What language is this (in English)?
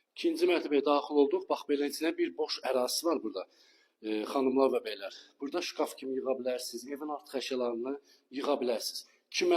Azerbaijani